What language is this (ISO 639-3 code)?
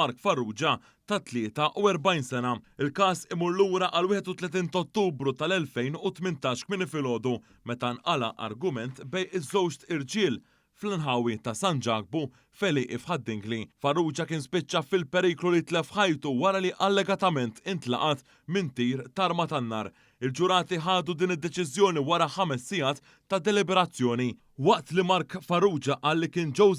mlt